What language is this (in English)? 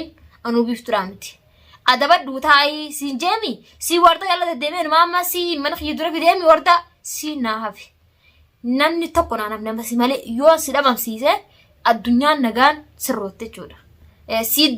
Oromo